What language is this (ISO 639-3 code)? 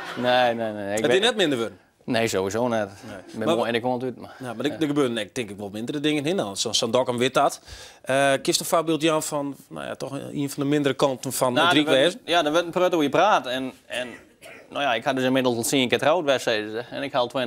fry